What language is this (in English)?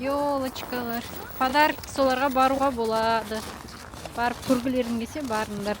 Kazakh